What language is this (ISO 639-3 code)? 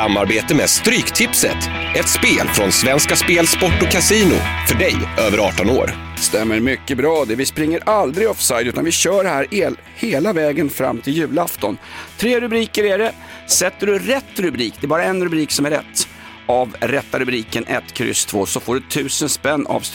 swe